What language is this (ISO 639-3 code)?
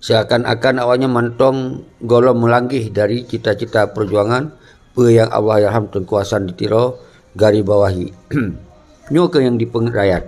ace